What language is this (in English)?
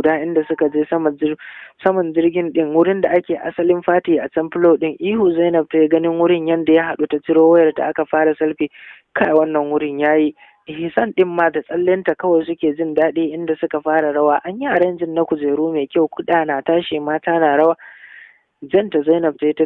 Hausa